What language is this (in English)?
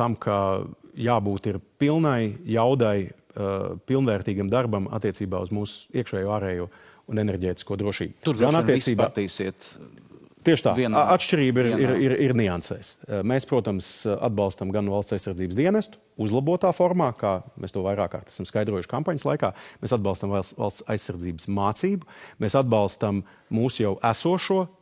Latvian